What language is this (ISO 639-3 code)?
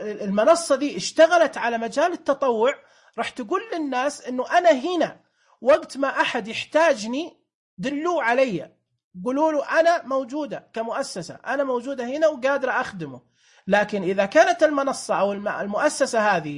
ars